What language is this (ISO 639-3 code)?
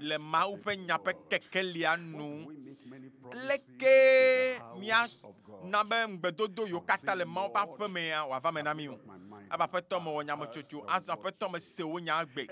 ewe